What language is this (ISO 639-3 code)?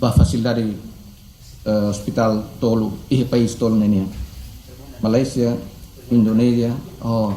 tet